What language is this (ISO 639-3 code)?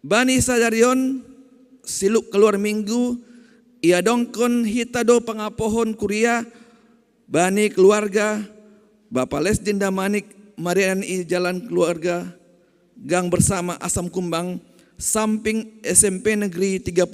bts